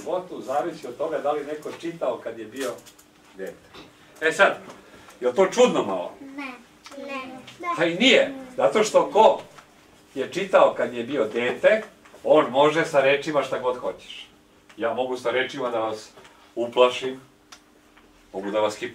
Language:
Serbian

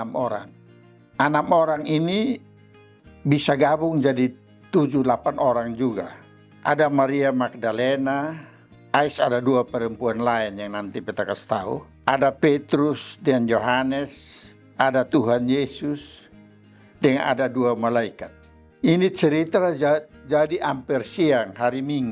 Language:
Kupang Malay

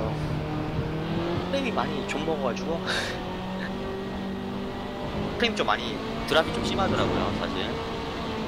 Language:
Korean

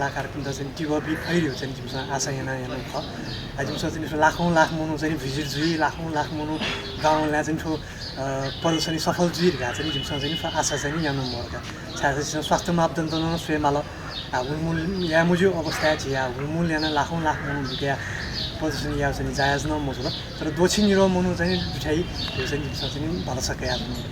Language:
Newari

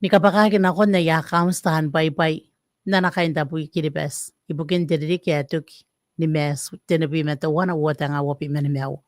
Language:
Gilbertese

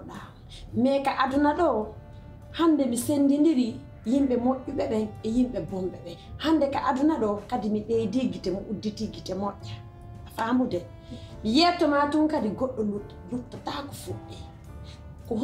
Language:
Pular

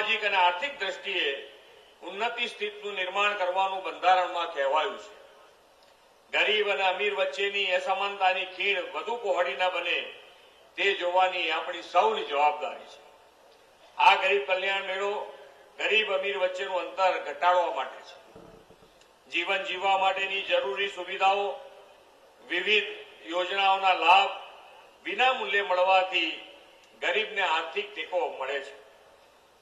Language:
Gujarati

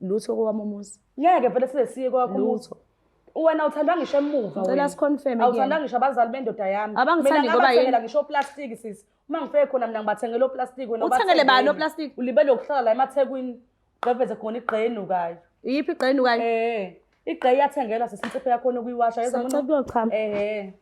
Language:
Zulu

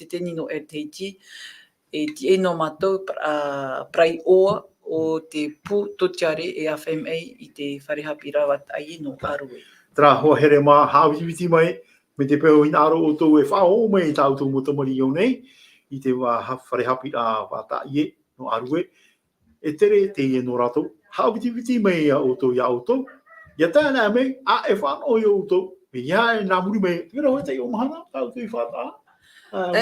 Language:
Tahitian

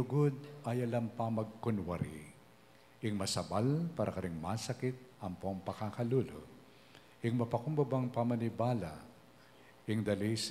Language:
Pampanga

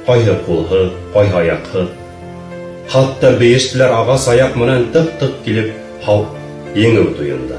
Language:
Bashkir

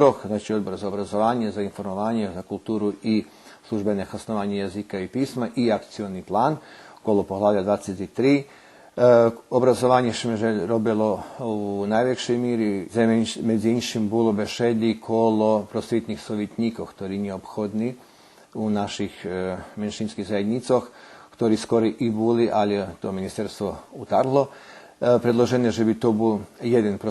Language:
Rusyn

